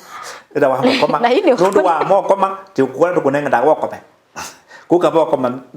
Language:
Kamba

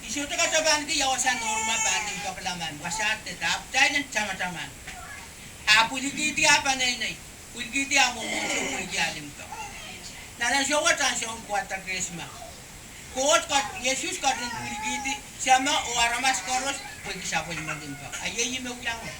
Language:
Pohnpeian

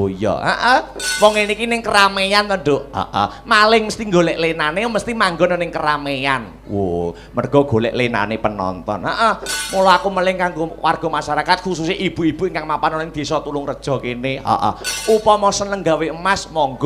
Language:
Javanese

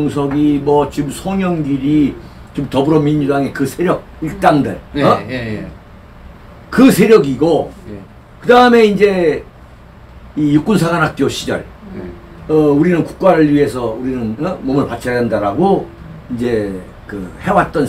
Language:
Korean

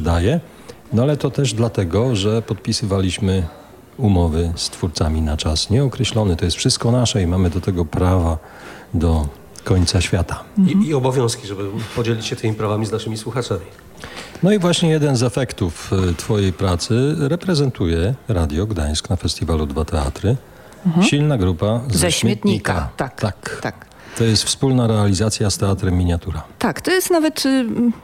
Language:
Polish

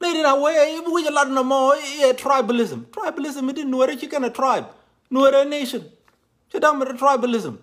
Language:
Nuer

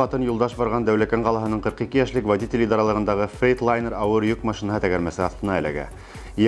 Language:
Bashkir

